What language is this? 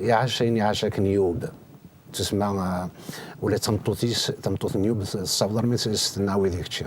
Kabyle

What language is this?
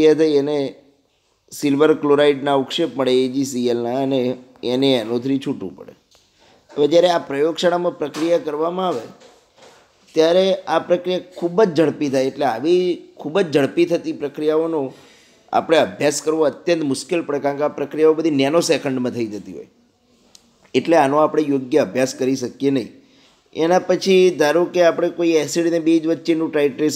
Gujarati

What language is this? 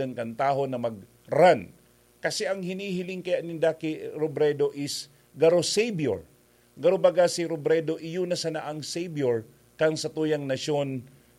Bikol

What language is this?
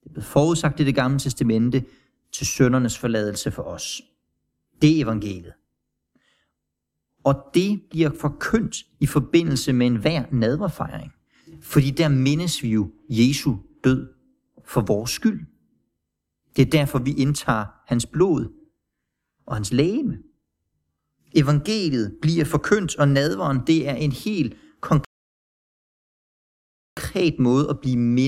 Danish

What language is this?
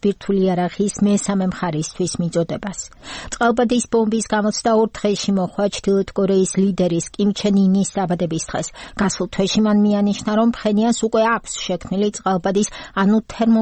Georgian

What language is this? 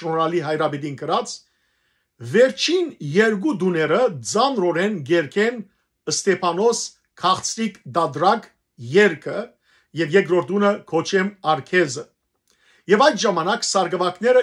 Western Armenian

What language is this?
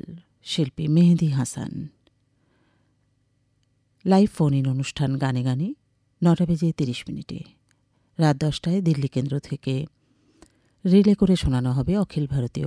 Bangla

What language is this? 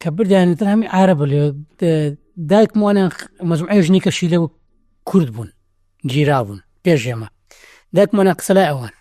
Central Kurdish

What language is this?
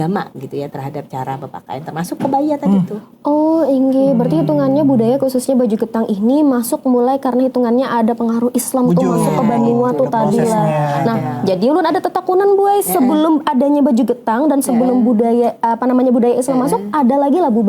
Banjar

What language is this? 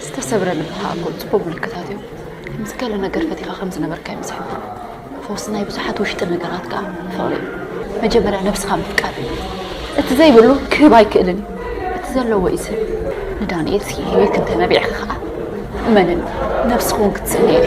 Tigrinya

